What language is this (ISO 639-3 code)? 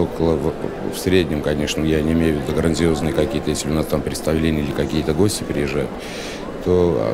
rus